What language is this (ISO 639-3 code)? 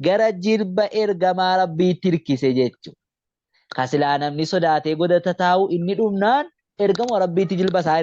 orm